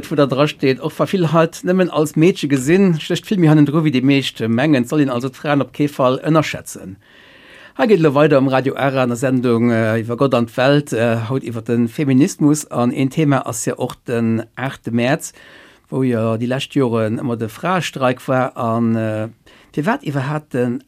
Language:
Luxembourgish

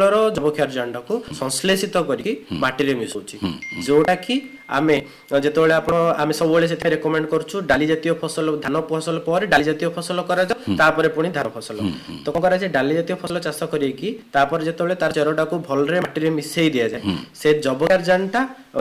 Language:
Odia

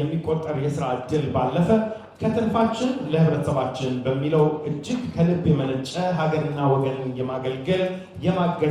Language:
Amharic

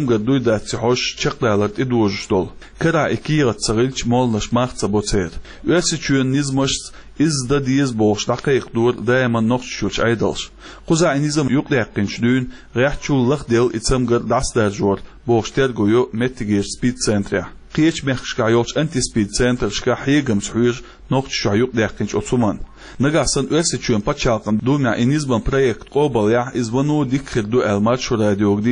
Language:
Chechen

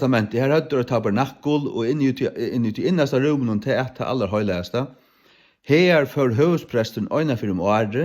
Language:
Faroese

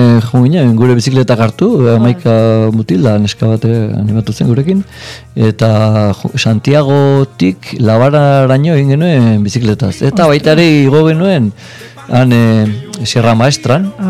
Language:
Basque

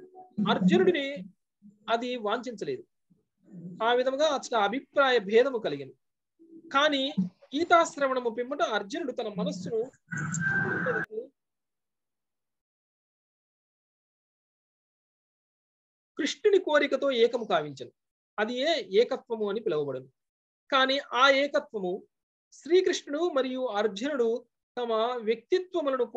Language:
Telugu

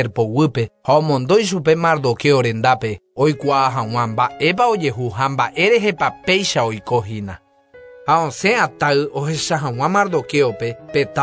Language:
Guarani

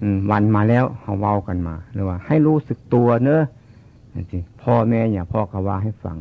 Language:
Northeastern Thai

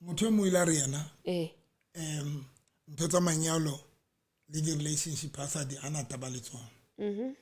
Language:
Southern Sotho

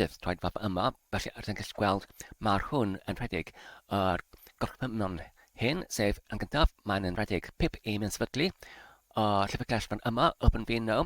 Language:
Welsh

